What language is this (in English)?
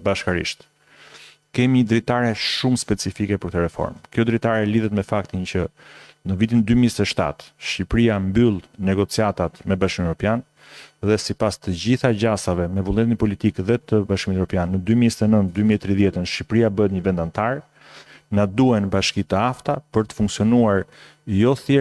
Albanian